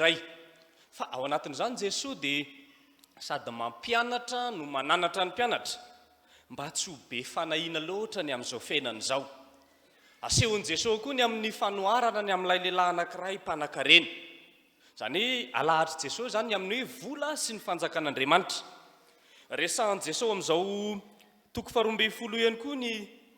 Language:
Malagasy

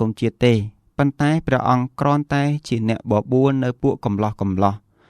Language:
Khmer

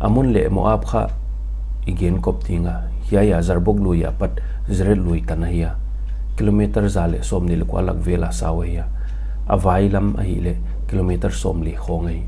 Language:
Paite Chin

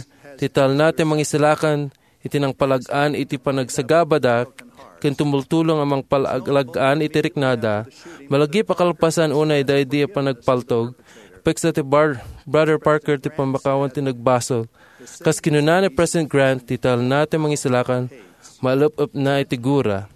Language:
Iloko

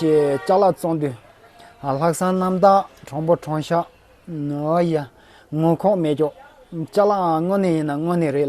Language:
Tibetan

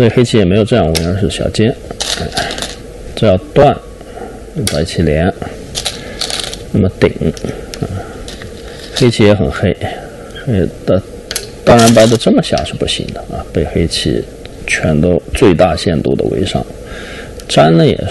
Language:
Chinese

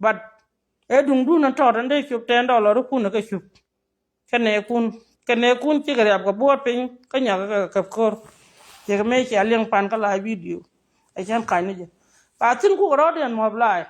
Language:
Nuer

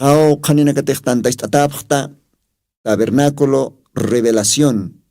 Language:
Aymara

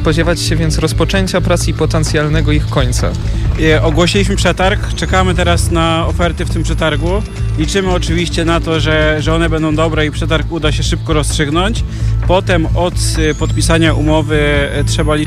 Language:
Polish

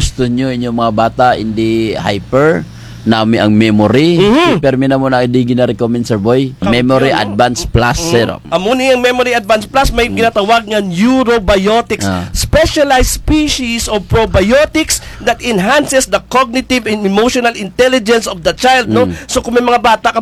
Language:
Kinaray-a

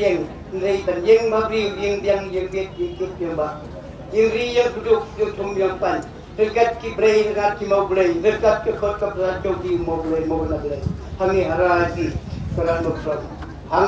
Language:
Khasi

